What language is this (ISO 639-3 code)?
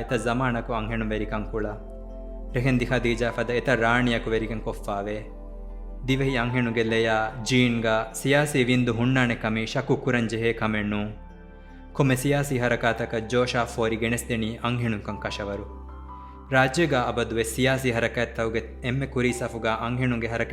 div